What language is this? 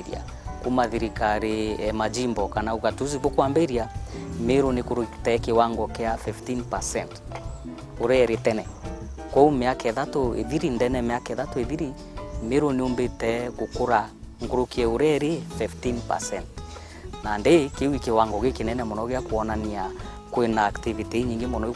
Meru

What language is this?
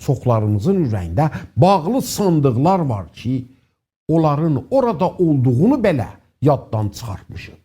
South Azerbaijani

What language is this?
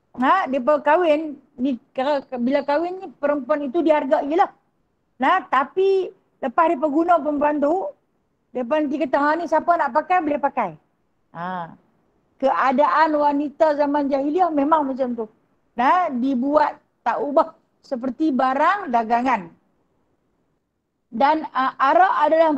Malay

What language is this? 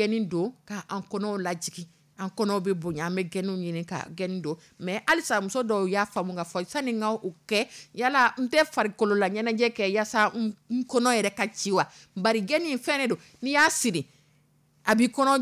Dyula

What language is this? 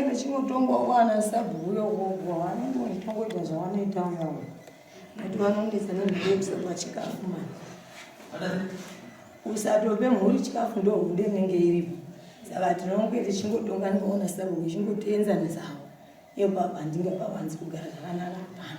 Shona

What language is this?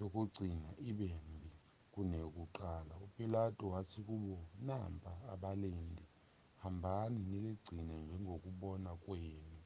Zulu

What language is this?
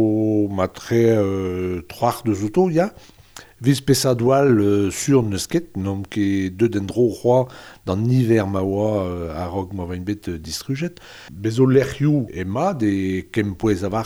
Breton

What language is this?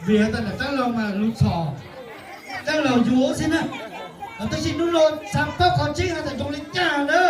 Hmong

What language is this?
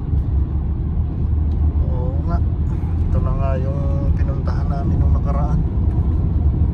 Filipino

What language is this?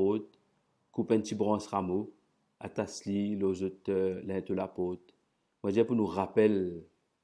Morisyen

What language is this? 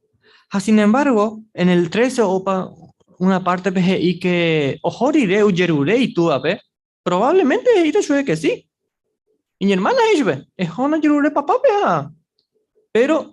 Guarani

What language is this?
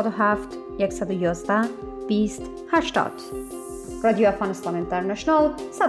Persian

